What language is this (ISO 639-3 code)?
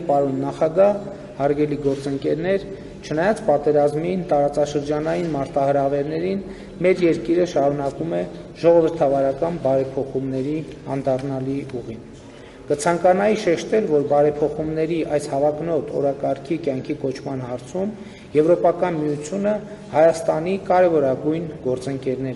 hye